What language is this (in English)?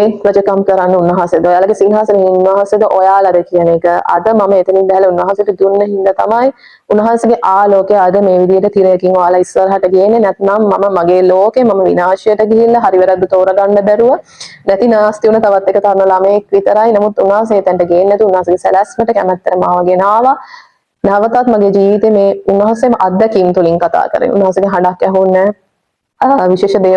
Sinhala